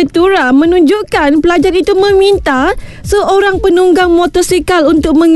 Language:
Malay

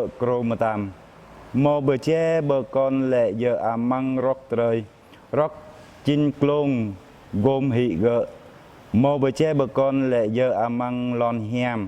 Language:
Jarai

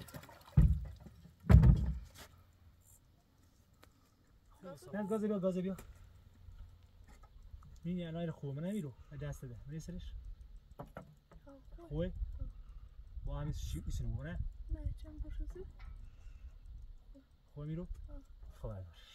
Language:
Persian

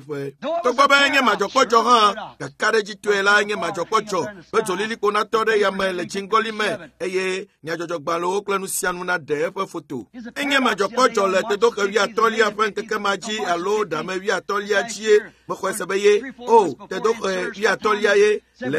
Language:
Ewe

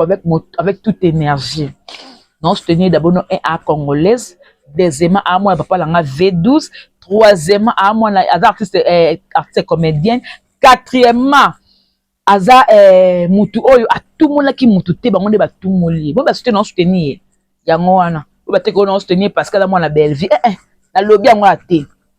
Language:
Lingala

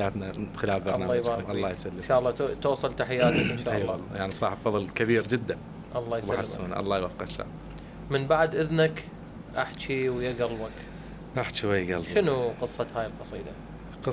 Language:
Mesopotamian Arabic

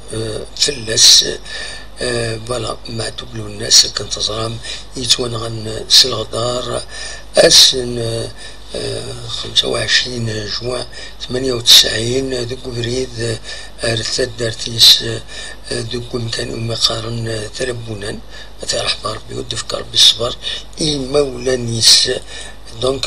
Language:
Kabyle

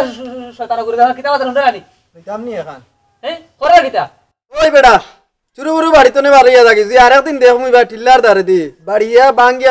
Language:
Sylheti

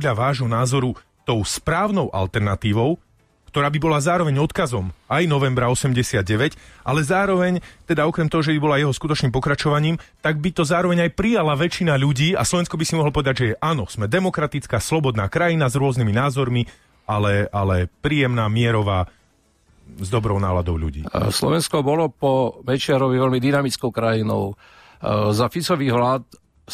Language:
Slovak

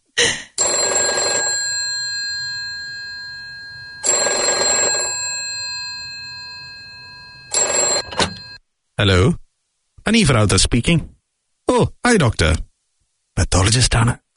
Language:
Malayalam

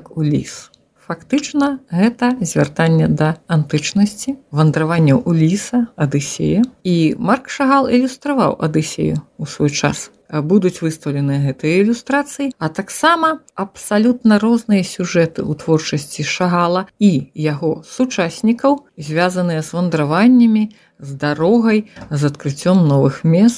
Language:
Belarusian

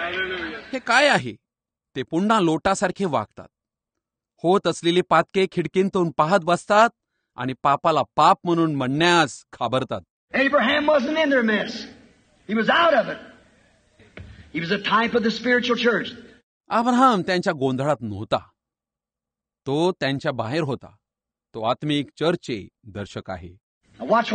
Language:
Marathi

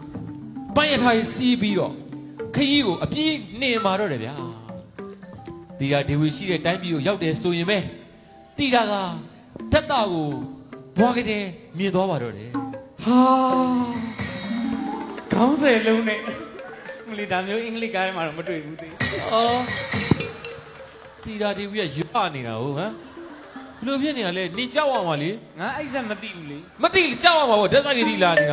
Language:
Burmese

